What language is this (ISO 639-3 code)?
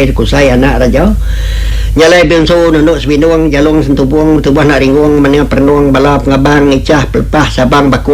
iba